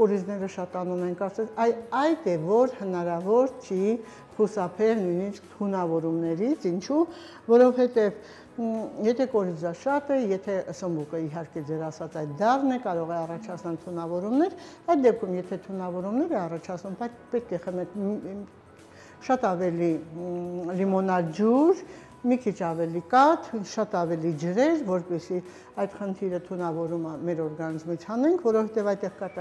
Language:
Armenian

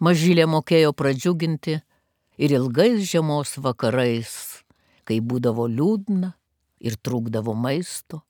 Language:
Lithuanian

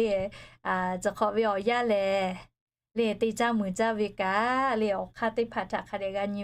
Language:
Lahu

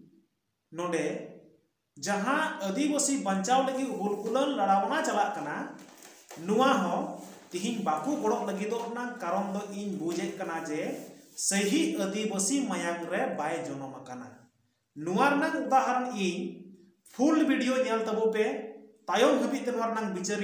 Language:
Santali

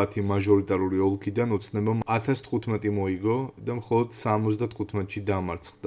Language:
Georgian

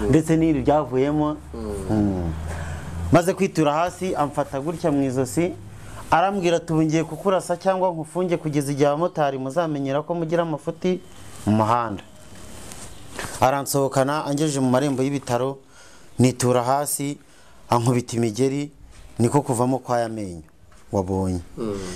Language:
Kinyarwanda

